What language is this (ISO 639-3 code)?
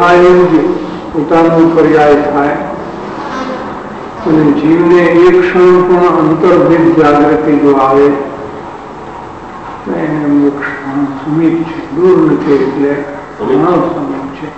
guj